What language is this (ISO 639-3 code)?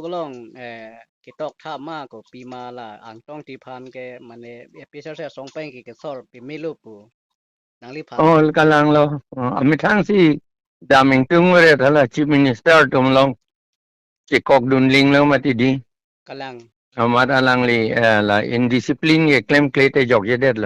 mjw